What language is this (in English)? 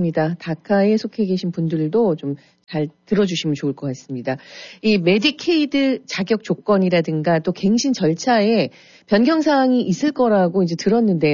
Korean